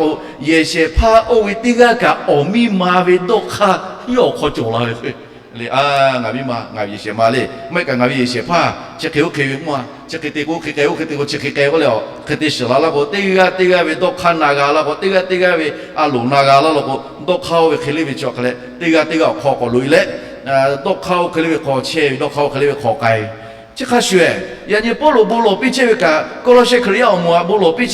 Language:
Lahu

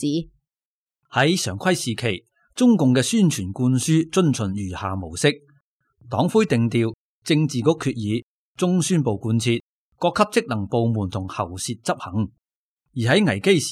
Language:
Cantonese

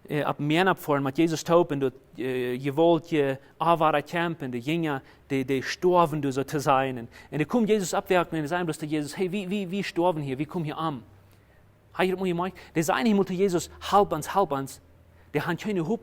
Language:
Plautdietsch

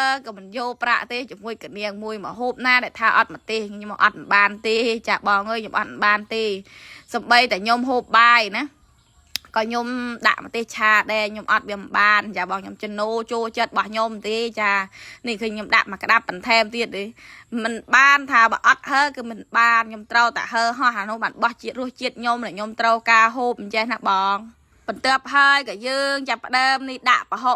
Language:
Khmer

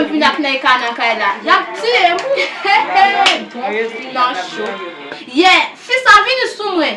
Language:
Haitian Creole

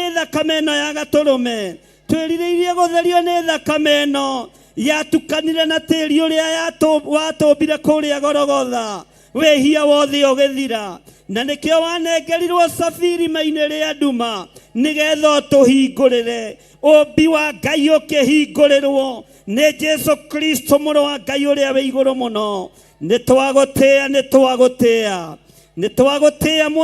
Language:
Kikuyu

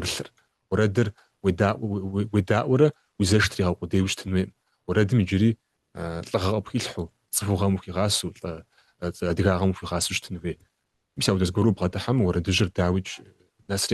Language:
Kabardian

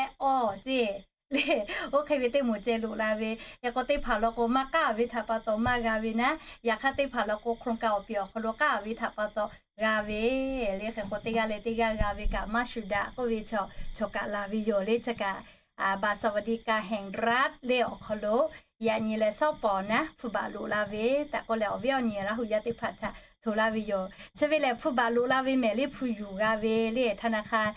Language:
Lahu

